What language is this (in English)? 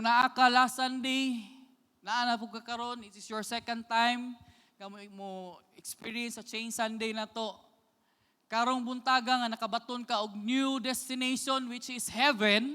Cebuano